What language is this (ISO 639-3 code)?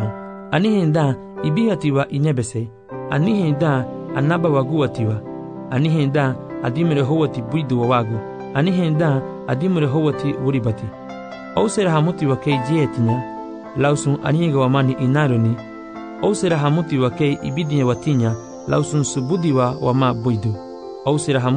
cab